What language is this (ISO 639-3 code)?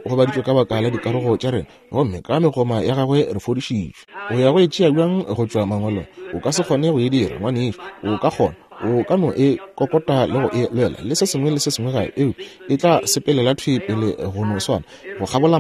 nso